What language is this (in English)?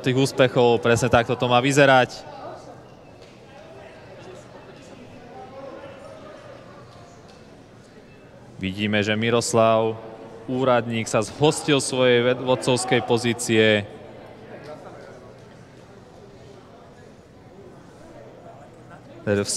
Slovak